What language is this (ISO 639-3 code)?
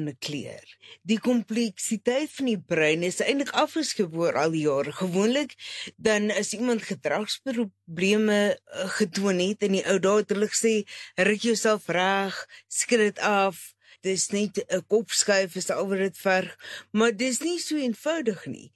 afr